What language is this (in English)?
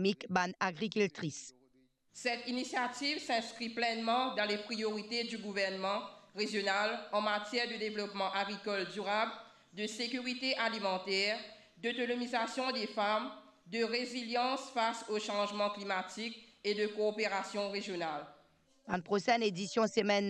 Morisyen